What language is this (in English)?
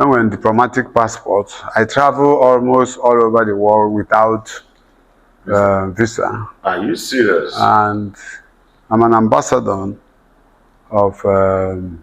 Igbo